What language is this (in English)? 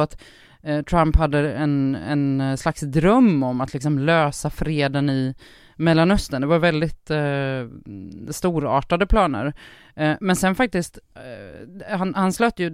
Swedish